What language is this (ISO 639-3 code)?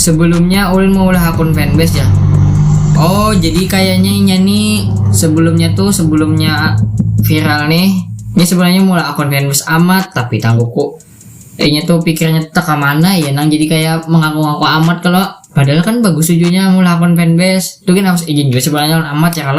bjn